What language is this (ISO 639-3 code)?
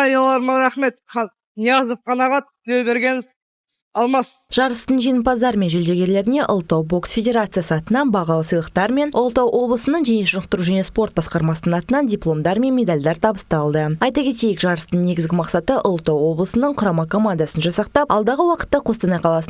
kaz